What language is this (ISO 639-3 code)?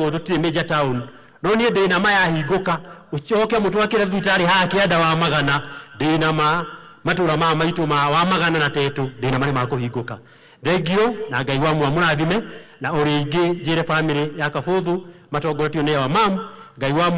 kik